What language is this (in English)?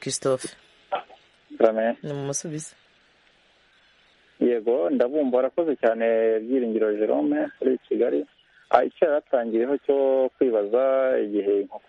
Kinyarwanda